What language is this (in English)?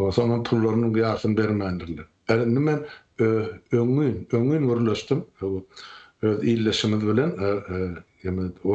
Turkmen